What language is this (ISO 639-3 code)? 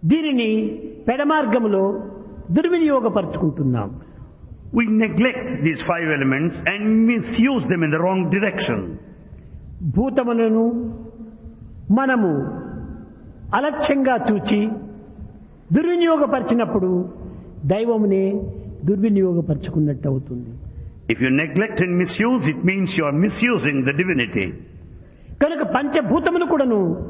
tel